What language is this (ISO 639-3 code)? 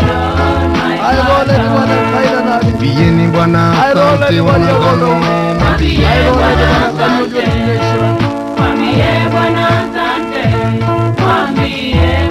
mas